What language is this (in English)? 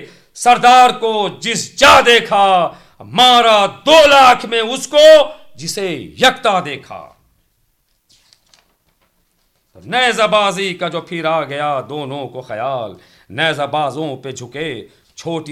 Urdu